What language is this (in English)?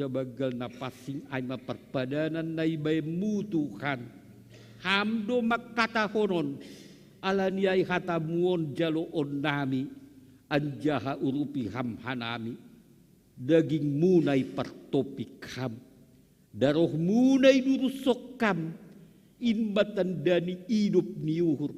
Batak Simalungun